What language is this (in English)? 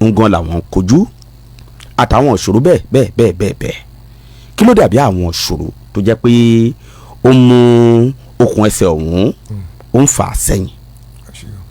Yoruba